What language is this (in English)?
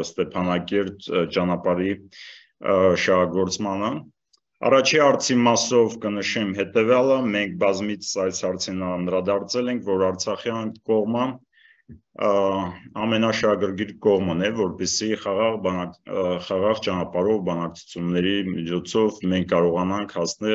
Armenian